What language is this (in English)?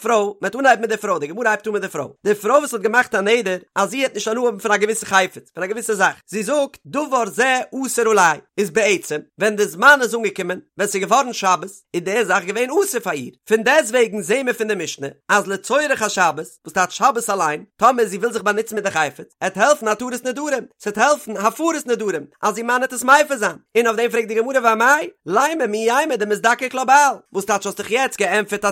Yiddish